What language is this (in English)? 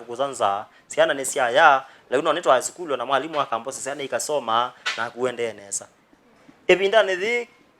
Kamba